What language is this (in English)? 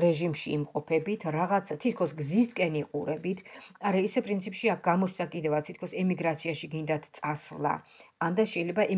Georgian